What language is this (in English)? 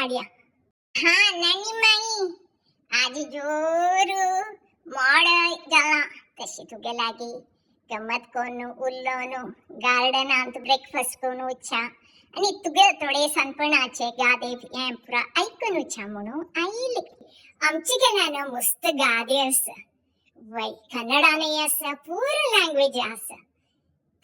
Konkani